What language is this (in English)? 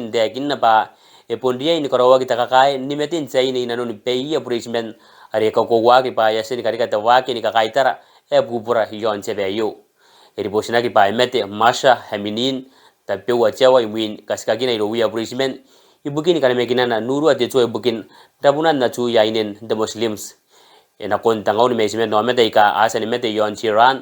Gilbertese